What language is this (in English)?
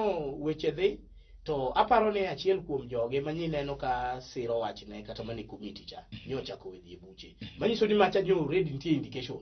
Luo (Kenya and Tanzania)